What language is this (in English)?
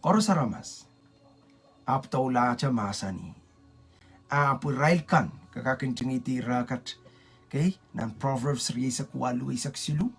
Pohnpeian